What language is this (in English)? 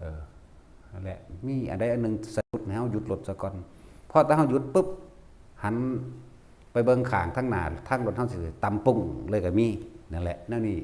Northeastern Thai